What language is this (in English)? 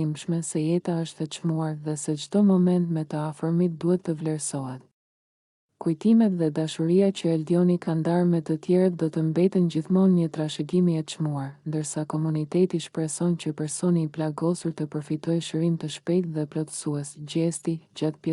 Albanian